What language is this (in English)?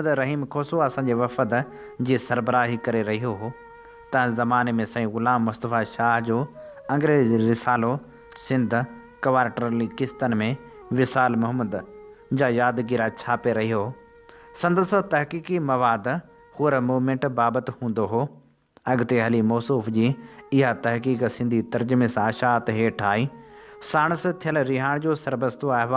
Sindhi